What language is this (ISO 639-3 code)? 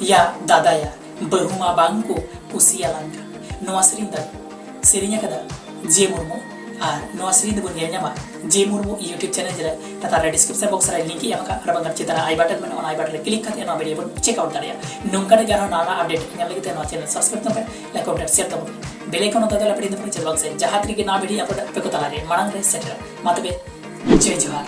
sat